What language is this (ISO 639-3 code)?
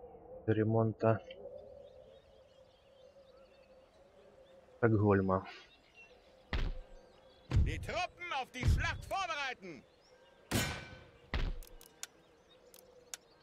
rus